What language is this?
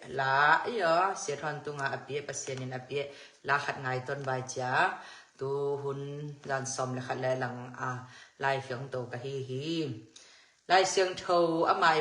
Tedim Chin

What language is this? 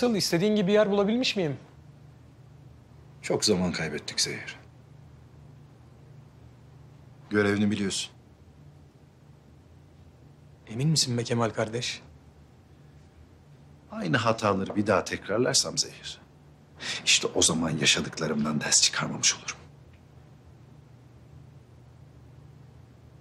Turkish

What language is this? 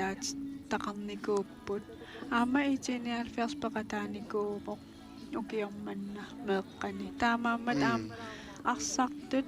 Kalaallisut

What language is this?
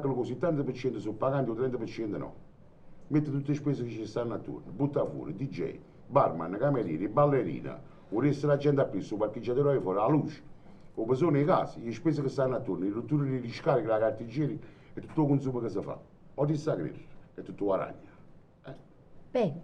Neapolitan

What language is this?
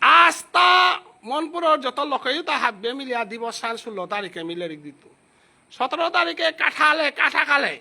Bishnupriya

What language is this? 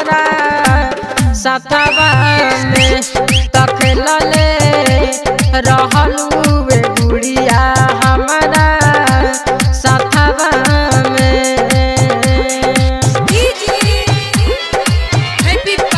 Bhojpuri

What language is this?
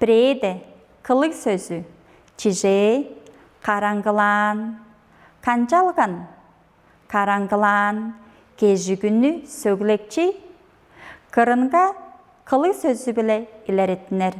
Tuvinian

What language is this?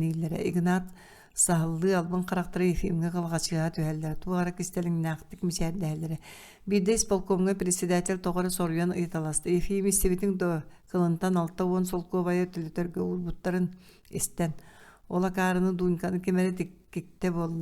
Yakut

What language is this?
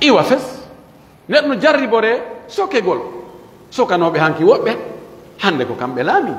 Pular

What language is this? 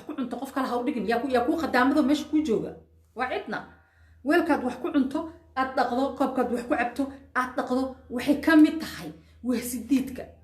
Somali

